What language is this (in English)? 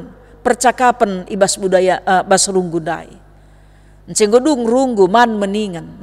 Batak Karo